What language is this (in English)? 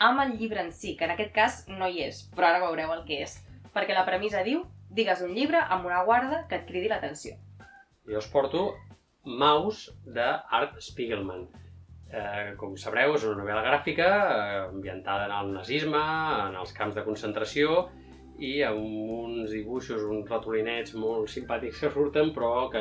Catalan